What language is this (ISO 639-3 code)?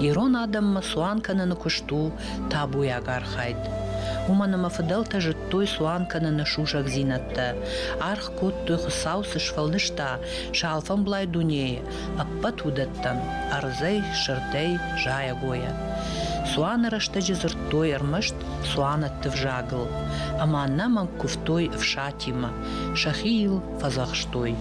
oss